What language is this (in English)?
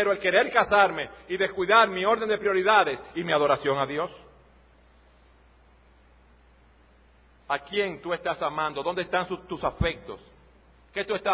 Spanish